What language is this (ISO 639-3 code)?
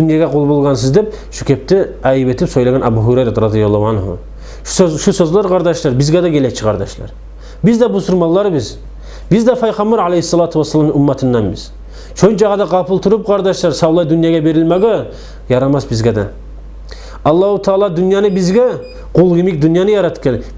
kum